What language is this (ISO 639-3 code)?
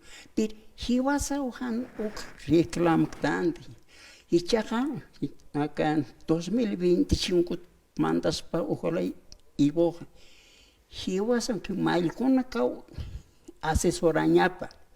aym